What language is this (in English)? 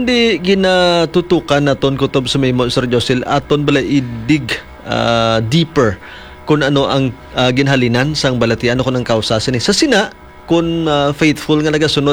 Hiligaynon